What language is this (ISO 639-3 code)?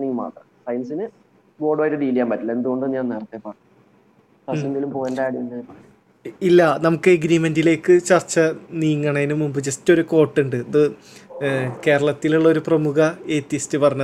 mal